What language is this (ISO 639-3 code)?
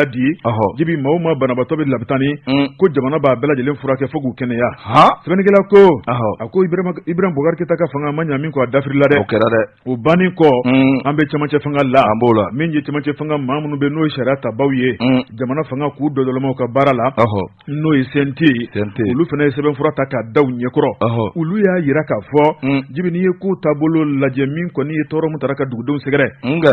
bam